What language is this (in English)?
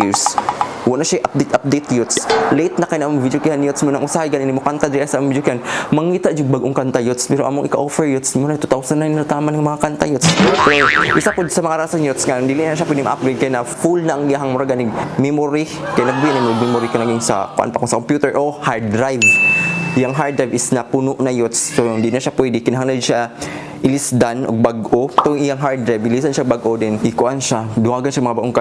Cebuano